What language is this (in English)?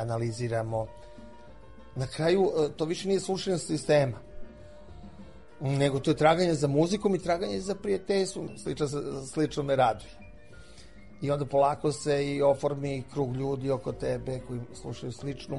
Serbian